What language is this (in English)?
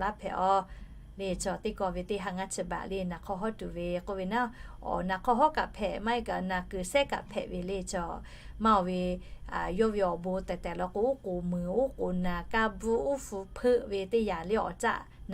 Lahu